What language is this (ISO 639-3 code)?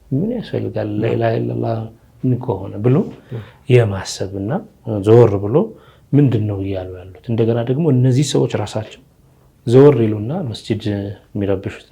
amh